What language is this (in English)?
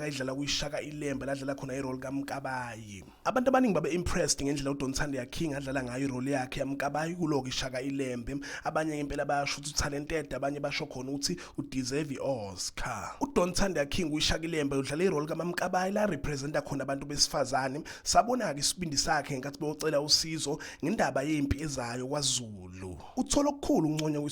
Zulu